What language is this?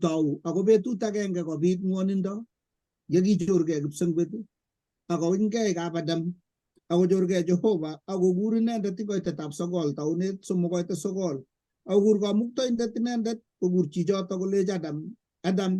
Kalenjin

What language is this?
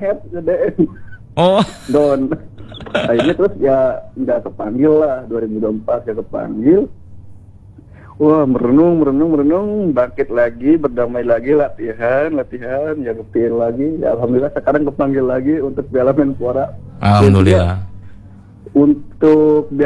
Indonesian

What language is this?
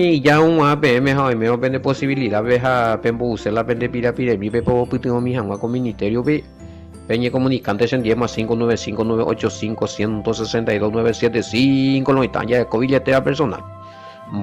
Guarani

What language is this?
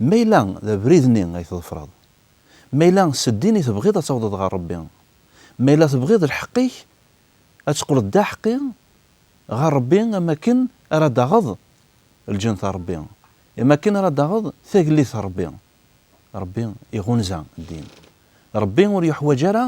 Kabyle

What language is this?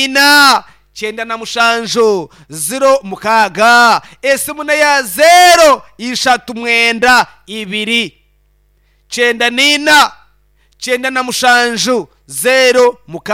Nyankole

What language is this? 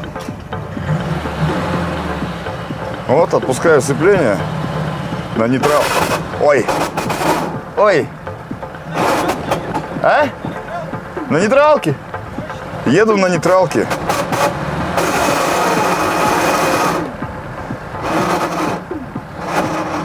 Russian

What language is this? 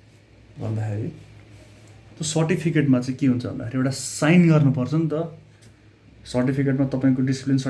Nepali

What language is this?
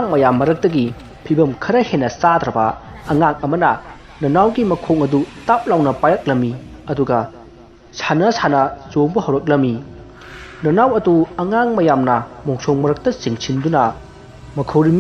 Manipuri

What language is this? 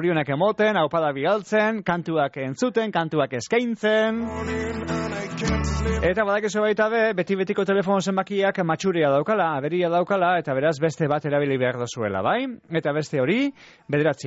Basque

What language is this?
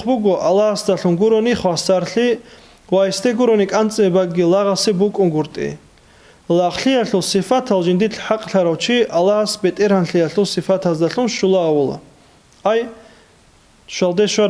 Avaric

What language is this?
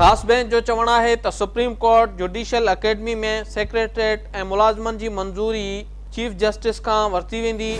Sindhi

